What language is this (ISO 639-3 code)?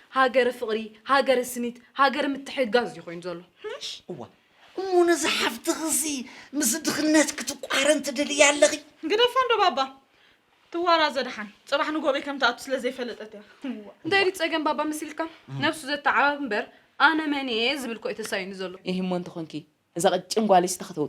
tir